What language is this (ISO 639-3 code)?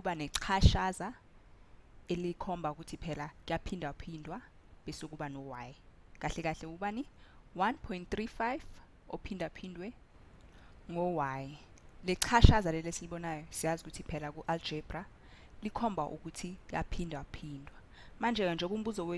zul